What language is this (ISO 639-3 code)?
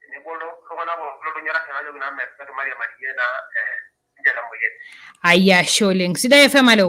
mas